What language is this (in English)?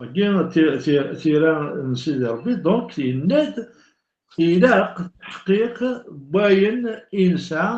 Kabyle